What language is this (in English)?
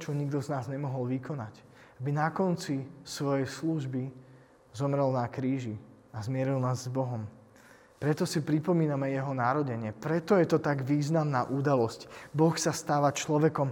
Slovak